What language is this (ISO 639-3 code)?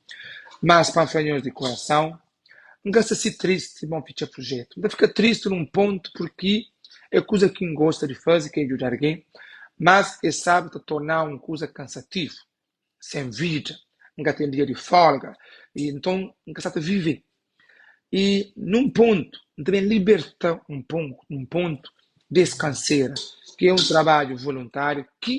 kea